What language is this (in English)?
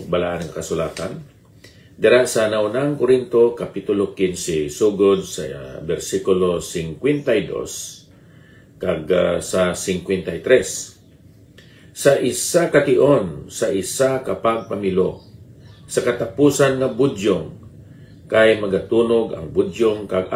Hiligaynon